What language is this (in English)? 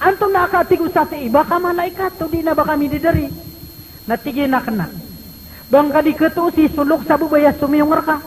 Maranao